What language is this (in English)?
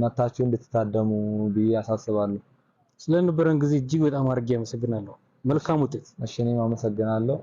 Amharic